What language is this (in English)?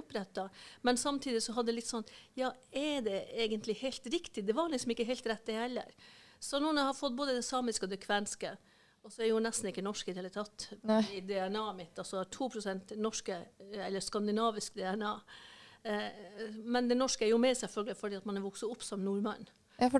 Norwegian